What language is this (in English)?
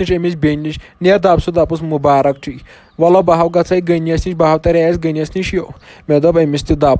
Kashmiri